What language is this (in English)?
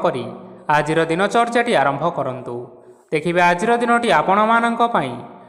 Odia